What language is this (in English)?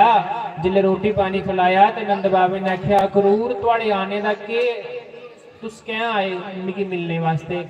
Dogri